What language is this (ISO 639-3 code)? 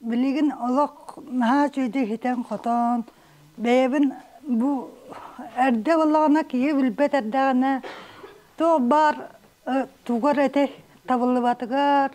sah